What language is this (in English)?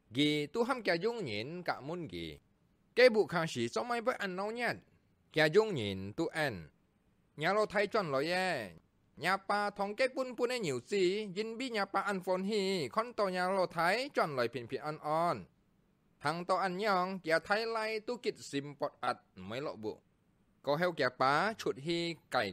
Hakka Chinese